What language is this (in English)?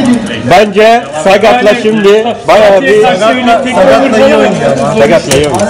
Turkish